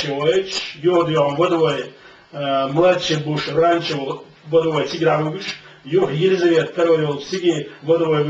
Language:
Chechen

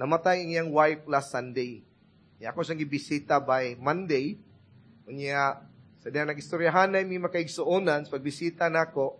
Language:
Cebuano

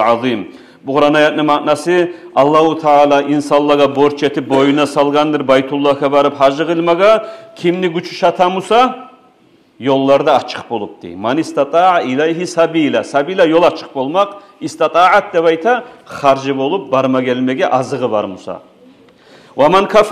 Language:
Kumyk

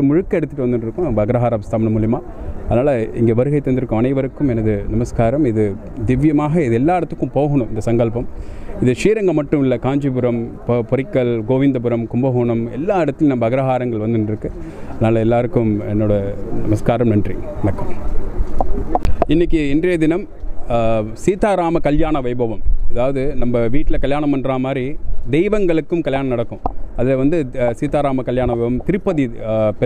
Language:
Tamil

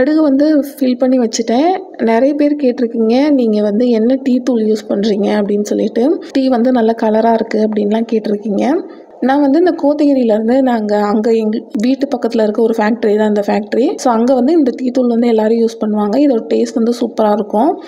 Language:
Tamil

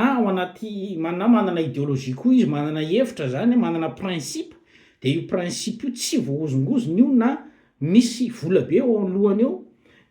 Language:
Malagasy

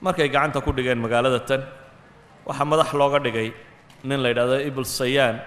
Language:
Somali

